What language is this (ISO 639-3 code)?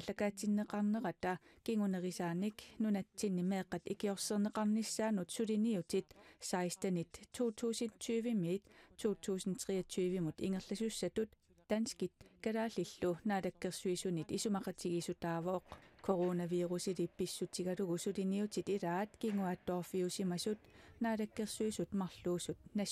kal